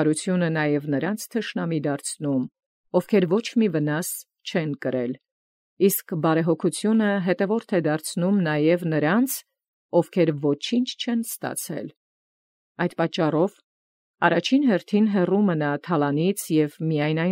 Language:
Armenian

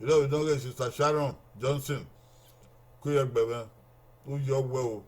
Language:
Bini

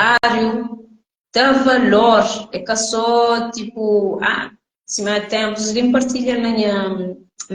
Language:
Kabuverdianu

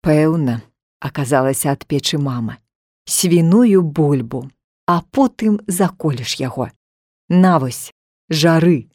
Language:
Belarusian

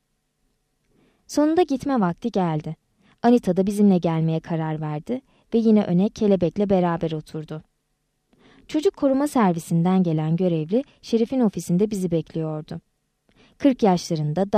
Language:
Turkish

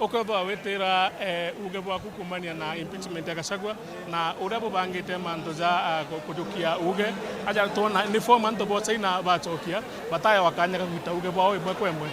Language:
Meru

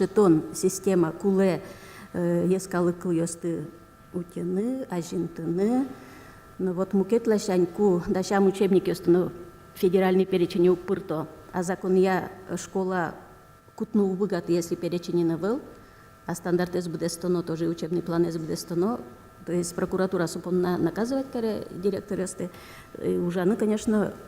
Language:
Udmurt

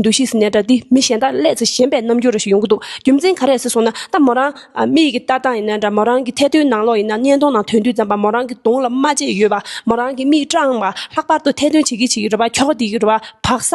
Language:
Tibetan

